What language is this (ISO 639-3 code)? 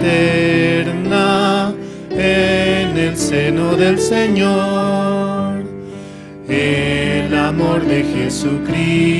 aym